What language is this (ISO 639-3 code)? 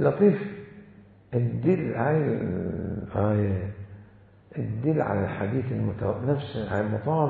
acm